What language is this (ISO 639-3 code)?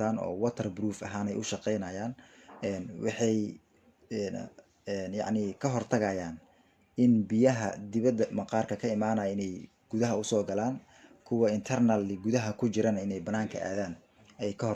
som